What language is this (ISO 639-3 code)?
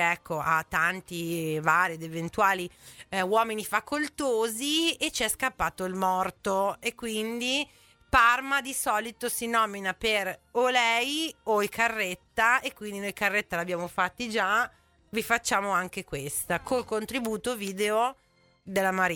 ita